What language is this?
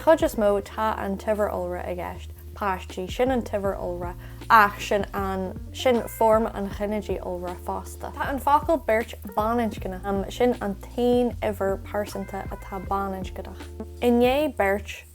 Irish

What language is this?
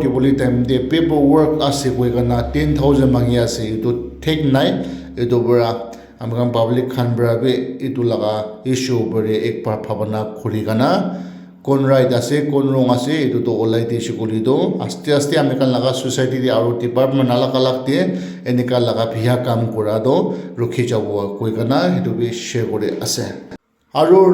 Naga Pidgin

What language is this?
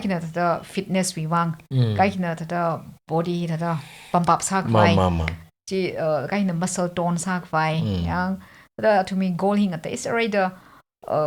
Tangkhul Naga (India)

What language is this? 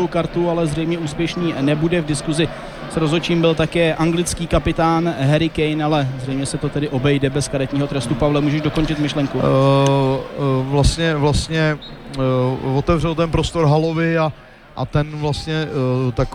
Czech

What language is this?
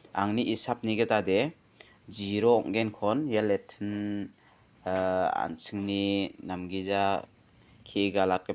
Garo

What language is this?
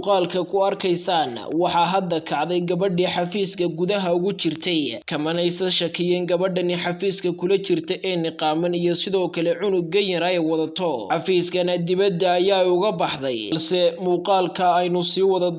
Somali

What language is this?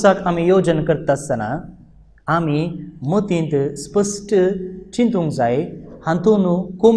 Konkani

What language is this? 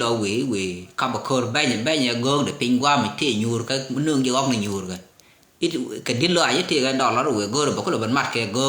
Nuer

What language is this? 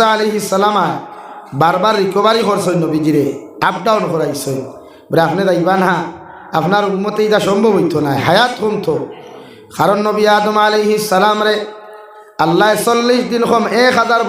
Sylheti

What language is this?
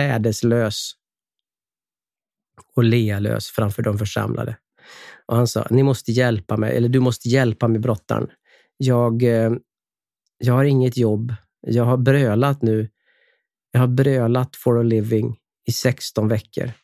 Swedish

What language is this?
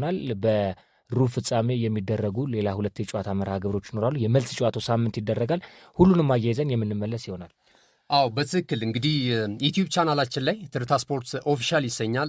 Amharic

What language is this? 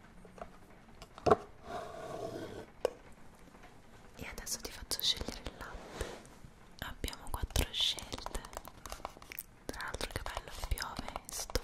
Italian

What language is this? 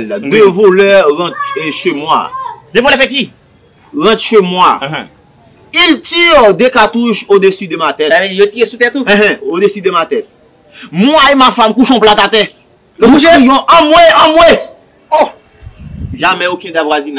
Haitian Creole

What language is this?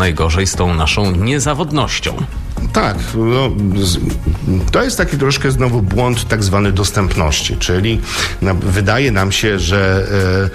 Polish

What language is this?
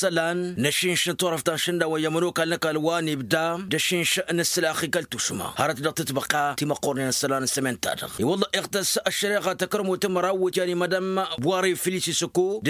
Tamasheq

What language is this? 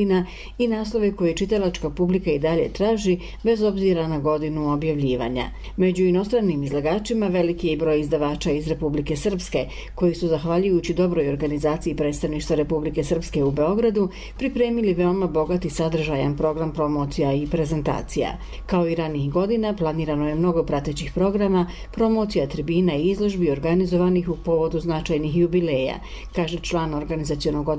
Bosnian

